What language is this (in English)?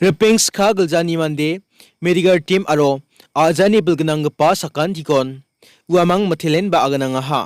Garo